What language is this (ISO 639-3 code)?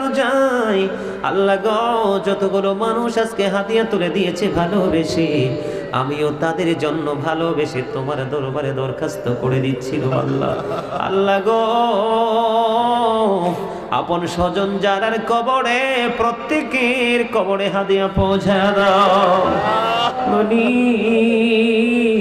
ben